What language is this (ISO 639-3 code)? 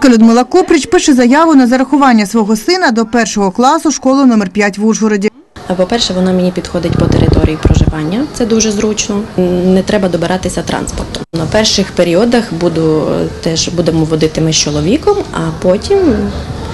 ukr